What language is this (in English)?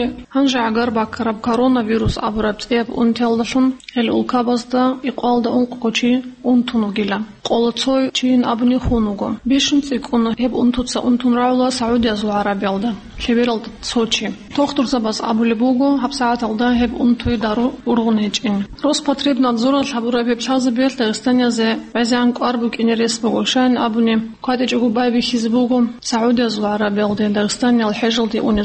Avaric